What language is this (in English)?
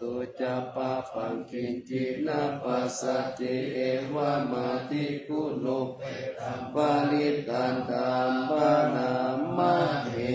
Pali